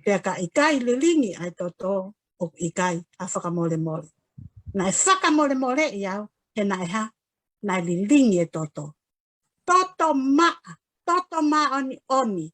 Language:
Tongan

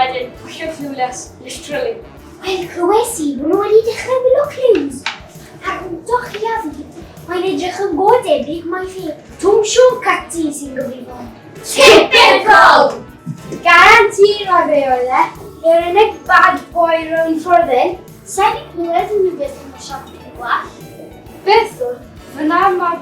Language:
Welsh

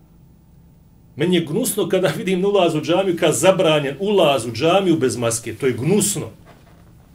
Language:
Bosnian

